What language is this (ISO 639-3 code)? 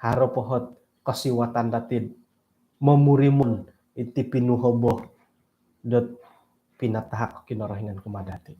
dtp